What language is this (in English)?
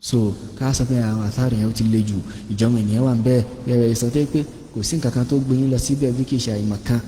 Yoruba